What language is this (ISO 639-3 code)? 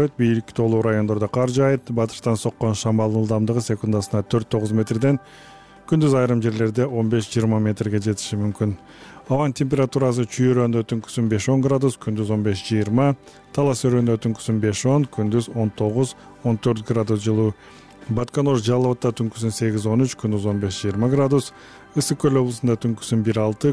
kir